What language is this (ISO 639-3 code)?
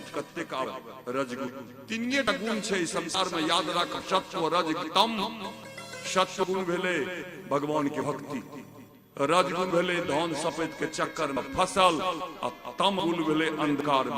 mai